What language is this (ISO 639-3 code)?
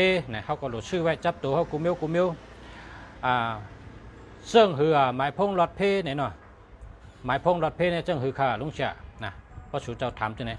shn